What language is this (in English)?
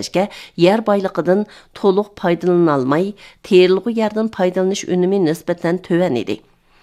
Uyghur